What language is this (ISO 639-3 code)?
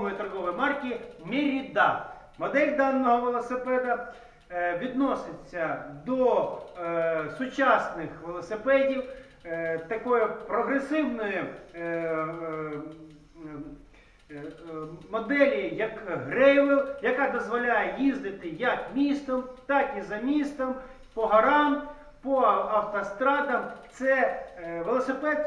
ukr